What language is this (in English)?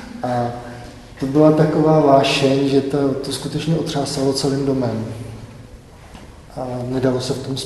Czech